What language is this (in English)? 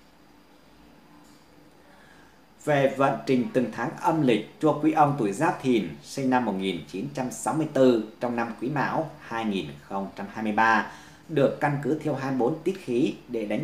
Vietnamese